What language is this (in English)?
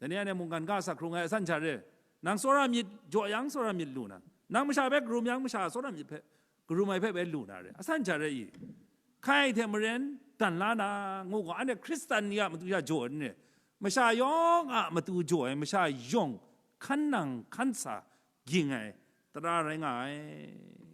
Kachin